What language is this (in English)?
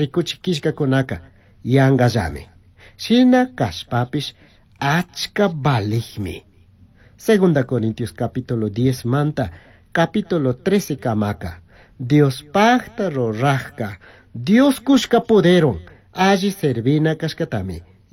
Chimborazo Highland Quichua